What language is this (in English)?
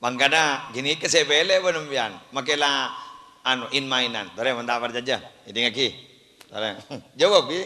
Madurese